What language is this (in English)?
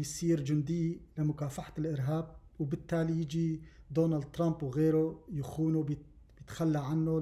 North Levantine Arabic